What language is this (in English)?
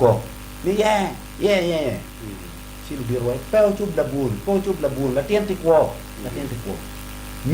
Acoli